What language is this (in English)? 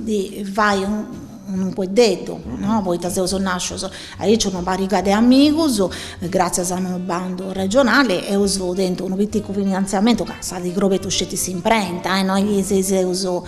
Sardinian